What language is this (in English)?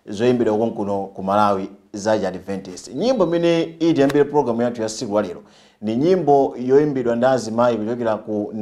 Nyanja